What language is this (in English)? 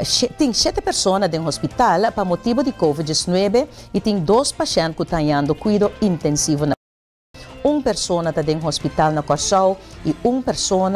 Papiamento